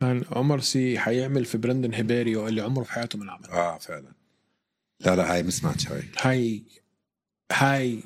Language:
North Levantine Arabic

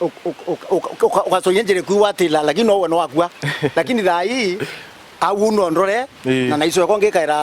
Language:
Meru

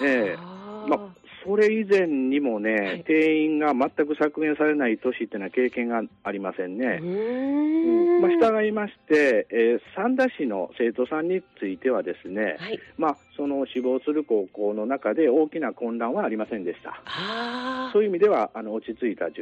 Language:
Japanese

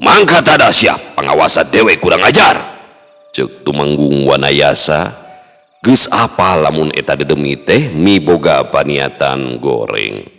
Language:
Sundanese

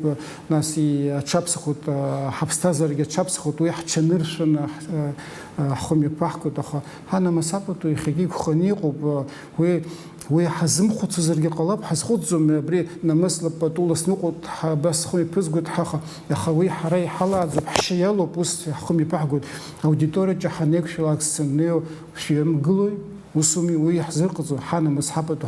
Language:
Abkhazian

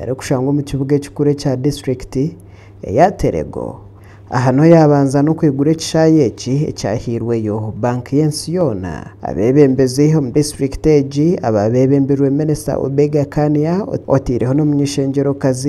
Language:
Nyankole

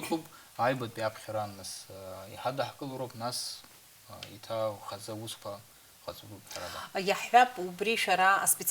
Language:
Abkhazian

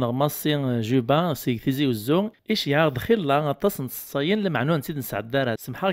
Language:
Kabyle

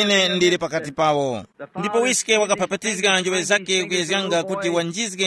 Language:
Tumbuka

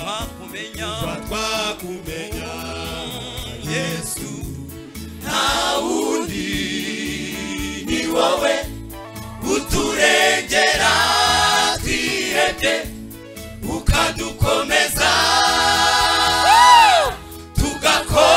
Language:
Kinyarwanda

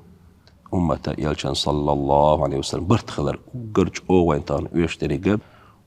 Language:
Chechen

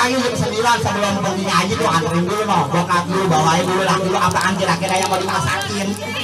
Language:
Betawi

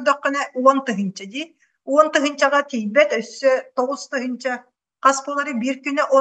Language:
Yakut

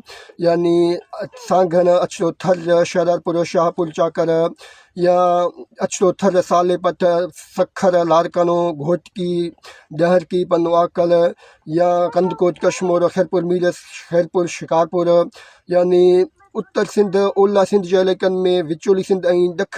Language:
Sindhi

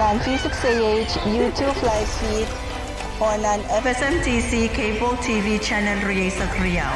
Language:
Pohnpeian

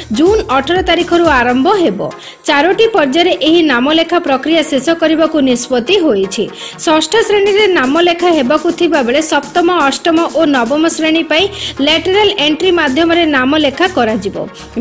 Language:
Odia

